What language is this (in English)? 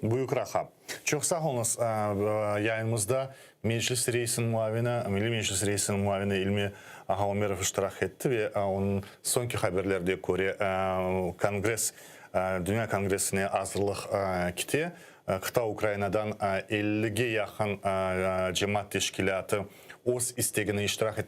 Crimean Tatar